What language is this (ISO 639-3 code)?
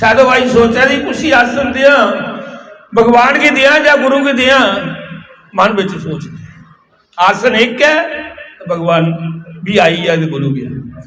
doi